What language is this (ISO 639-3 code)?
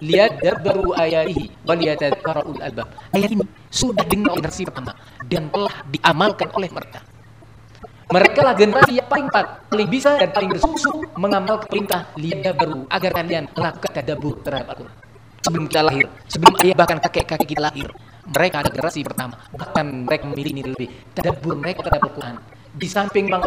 ind